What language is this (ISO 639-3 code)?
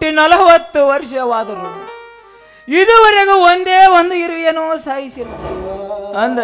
kan